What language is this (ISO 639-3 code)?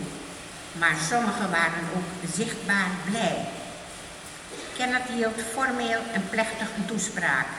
nld